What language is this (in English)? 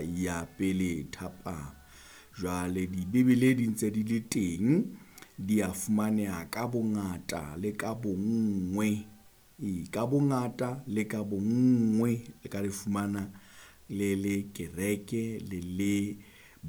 Southern Sotho